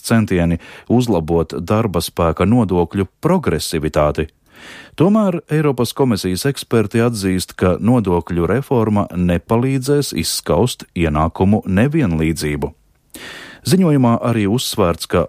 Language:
Latvian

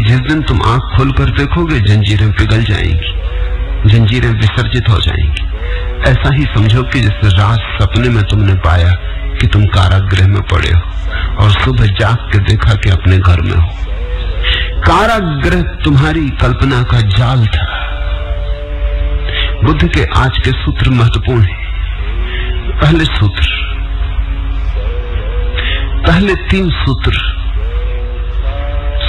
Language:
Hindi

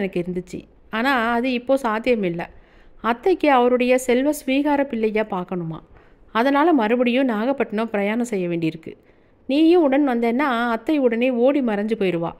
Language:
Tamil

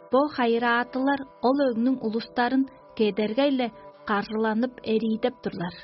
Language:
Tuvinian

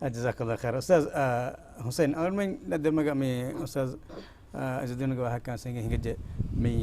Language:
Divehi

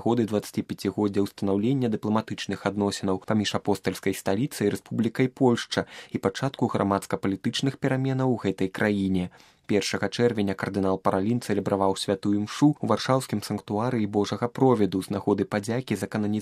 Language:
Belarusian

